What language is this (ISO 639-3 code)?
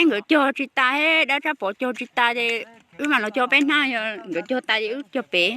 hmn